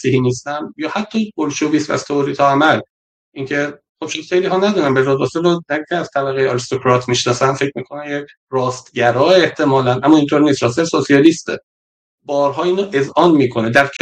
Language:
Persian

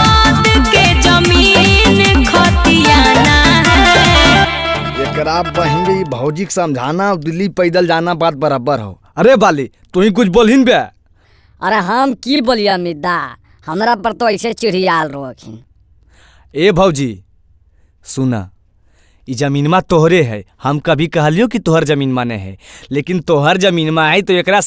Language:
Magahi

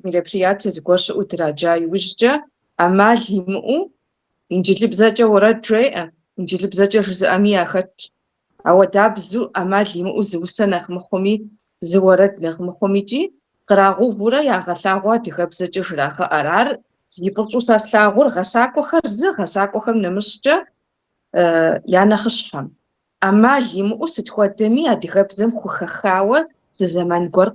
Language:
Kabardian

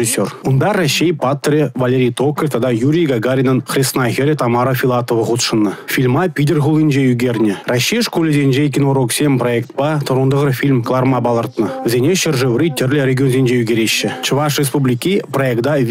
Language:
Chuvash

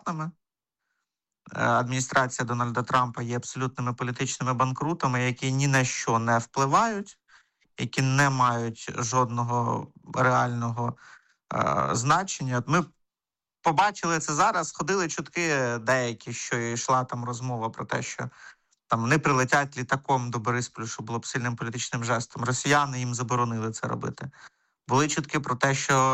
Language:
Ukrainian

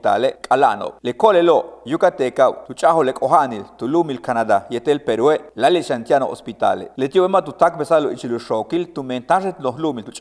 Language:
Yucateco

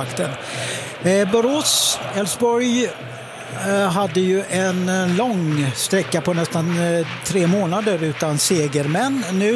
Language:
Swedish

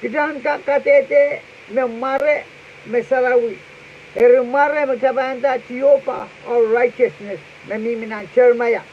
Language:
Pohnpeian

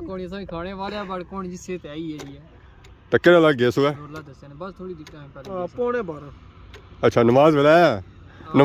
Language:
Pahari-Potwari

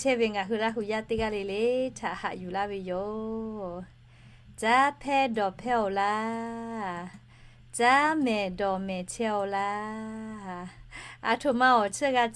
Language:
Lahu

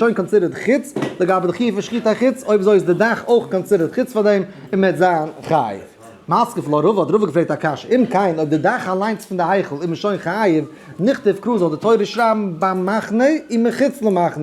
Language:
Yiddish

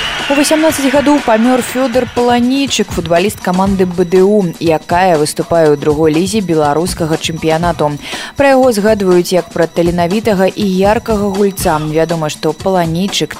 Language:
Belarusian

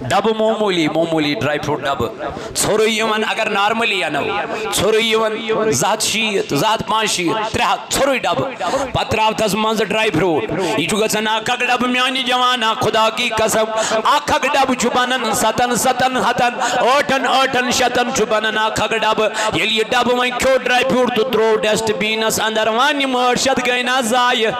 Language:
Kashmiri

